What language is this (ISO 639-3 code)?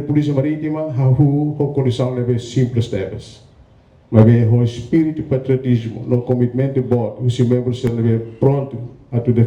tet